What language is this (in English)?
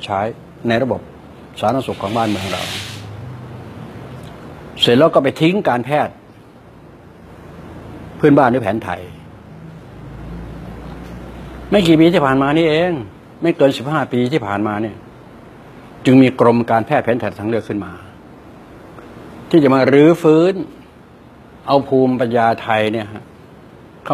Thai